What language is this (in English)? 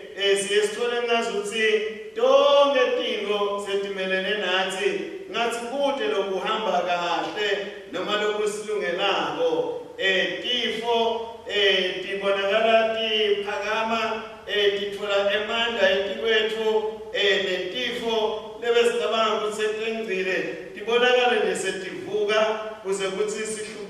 Swati